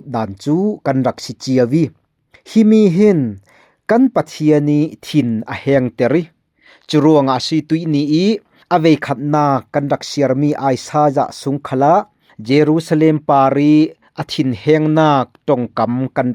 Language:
Falam Chin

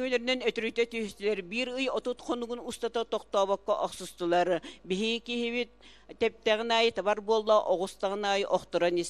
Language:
Yakut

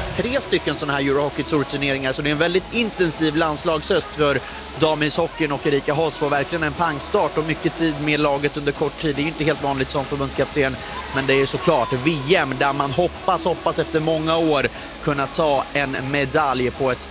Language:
Swedish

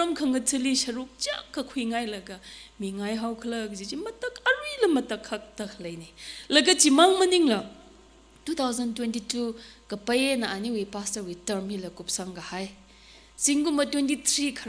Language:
Tangkhul Naga (India)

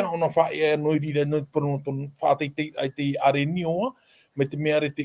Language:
Tahitian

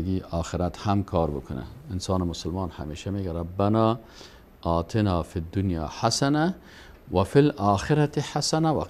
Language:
Persian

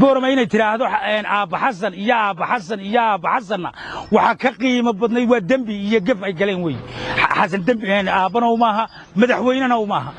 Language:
Somali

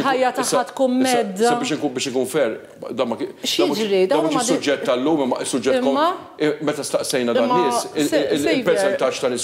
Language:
Maltese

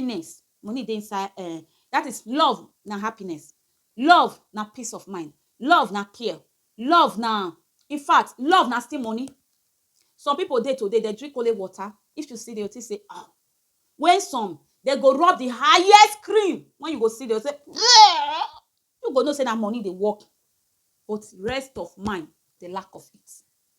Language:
Nigerian Pidgin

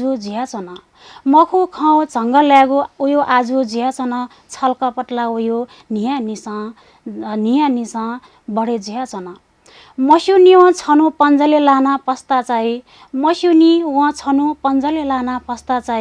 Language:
Newari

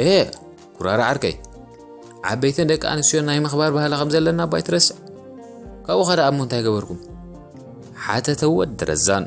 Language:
Tigrinya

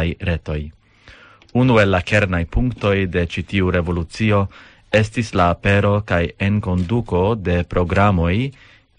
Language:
Esperanto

